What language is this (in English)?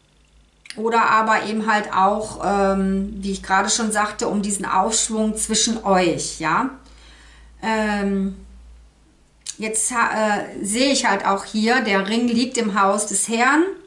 German